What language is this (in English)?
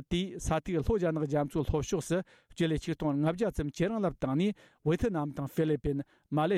Tibetan